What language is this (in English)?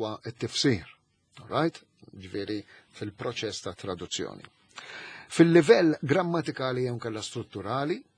Maltese